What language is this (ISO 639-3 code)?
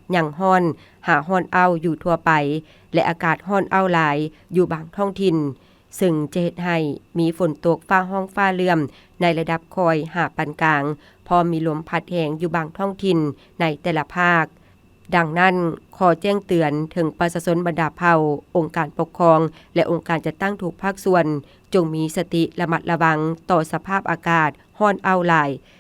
lao